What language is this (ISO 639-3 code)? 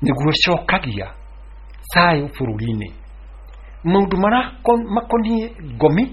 kik